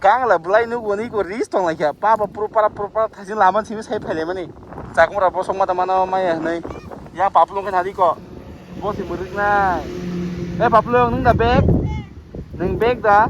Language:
Kok Borok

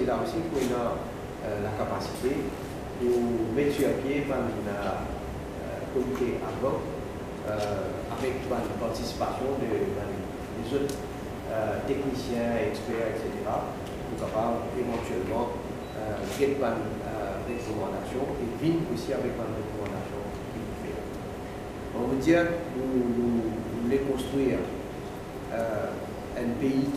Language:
Morisyen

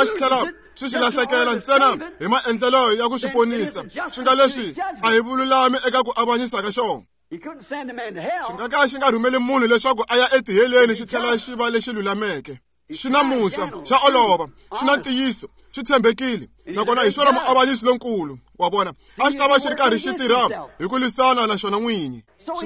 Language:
Tsonga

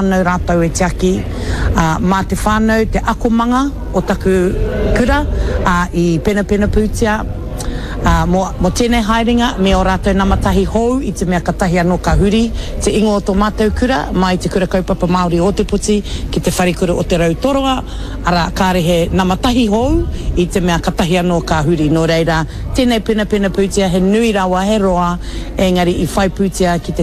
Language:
Māori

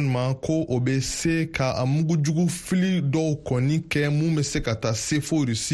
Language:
Bambara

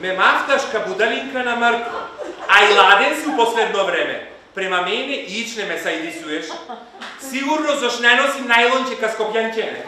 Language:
Macedonian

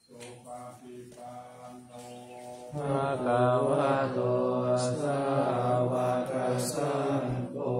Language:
Pali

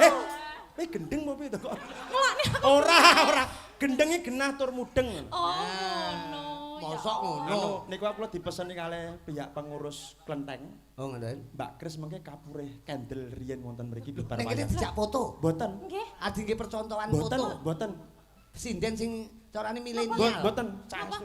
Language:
Javanese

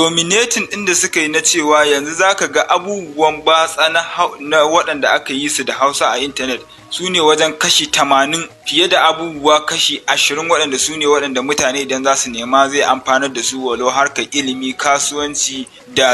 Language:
Hausa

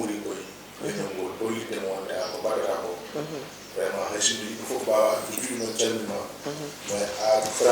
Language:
Fula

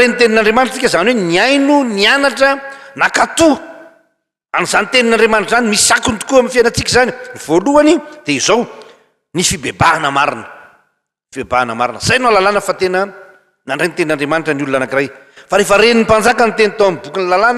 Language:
Malagasy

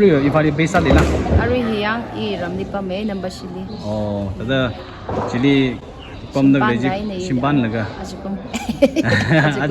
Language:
Tangkhul Naga (India)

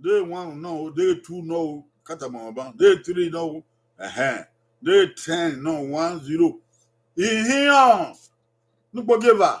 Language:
Bini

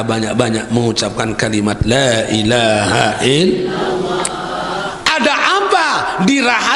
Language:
Sasak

